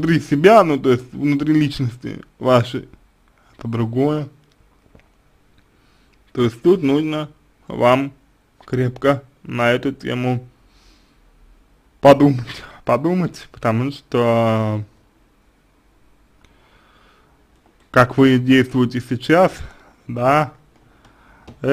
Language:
Russian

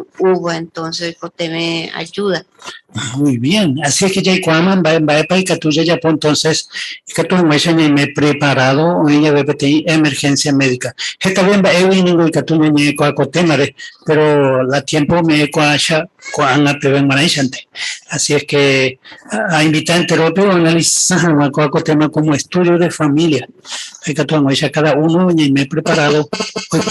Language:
Guarani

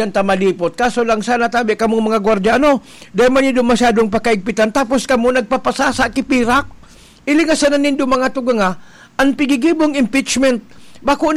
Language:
Bikol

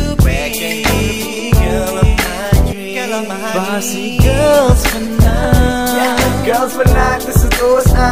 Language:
Afrikaans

